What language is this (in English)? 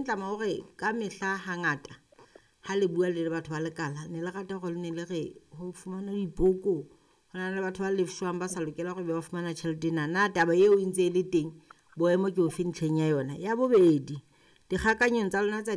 Southern Sotho